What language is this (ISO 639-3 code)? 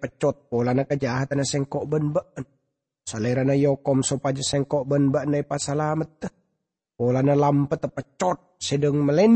mad